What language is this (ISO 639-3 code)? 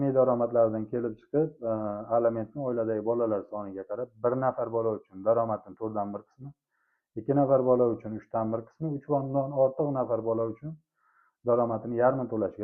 uzb